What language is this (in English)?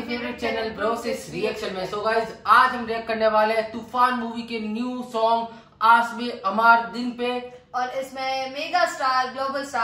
Hindi